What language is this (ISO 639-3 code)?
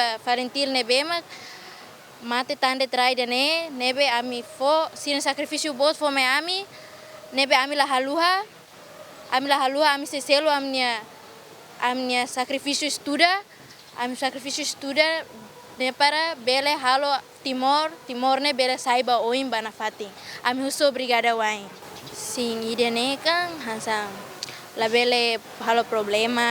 tet